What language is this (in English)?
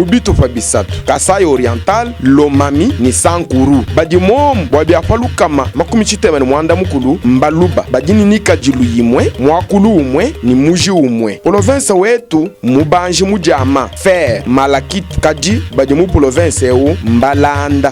Luba-Lulua